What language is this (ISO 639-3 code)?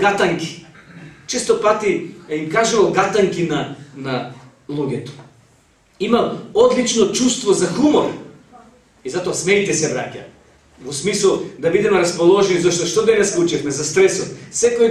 mkd